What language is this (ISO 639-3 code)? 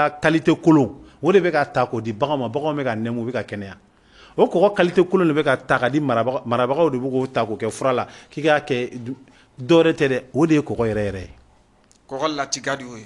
bam